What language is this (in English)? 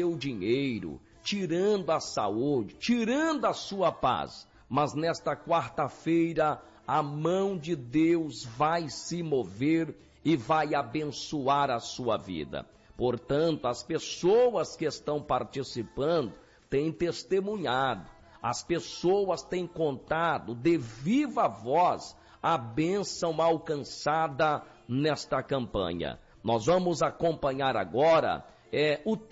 Portuguese